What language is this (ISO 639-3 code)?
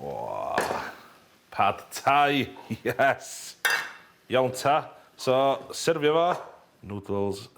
cym